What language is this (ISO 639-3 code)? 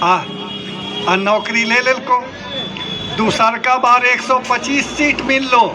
mag